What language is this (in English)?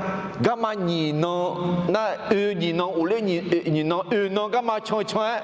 Akha